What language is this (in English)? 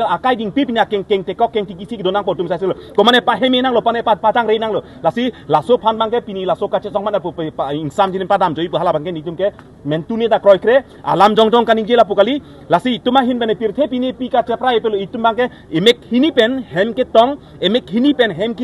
Karbi